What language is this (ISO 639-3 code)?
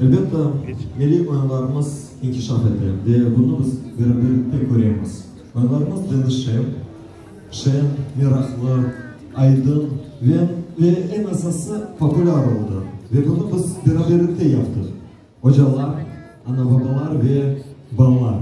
crh